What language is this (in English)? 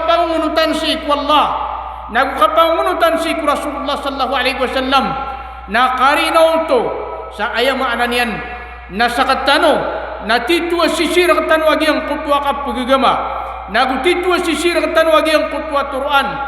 Maranao